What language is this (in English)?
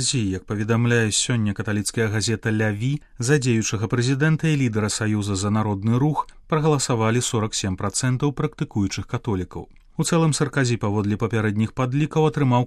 Belarusian